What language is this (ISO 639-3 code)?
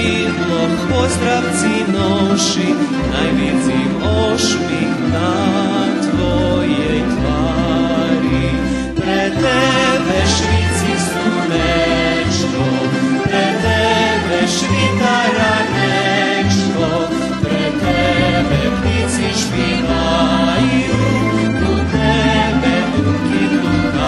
rue